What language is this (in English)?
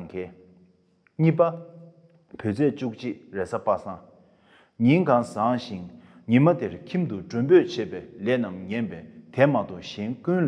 Tibetan